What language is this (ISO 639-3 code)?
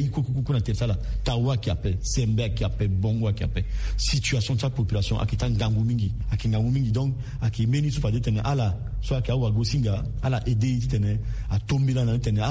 sag